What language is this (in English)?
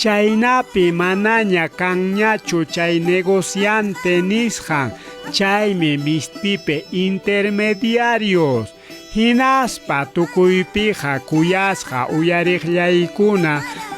Ayacucho Quechua